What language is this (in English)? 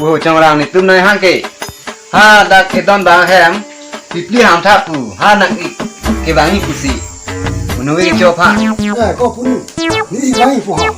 Karbi